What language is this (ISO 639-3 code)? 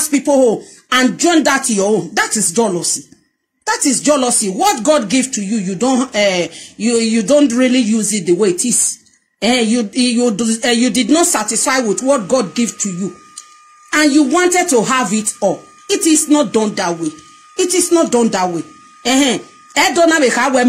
pcm